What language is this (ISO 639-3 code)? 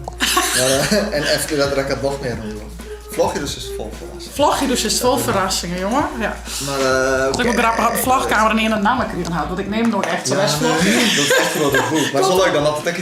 fry